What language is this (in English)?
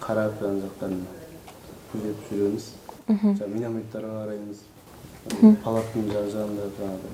Kazakh